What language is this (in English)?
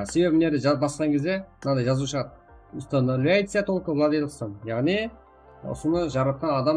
Kara-Kalpak